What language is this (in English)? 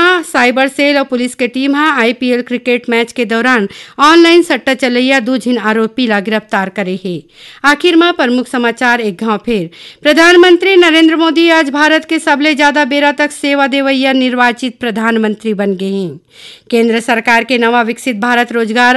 Chhattisgarhi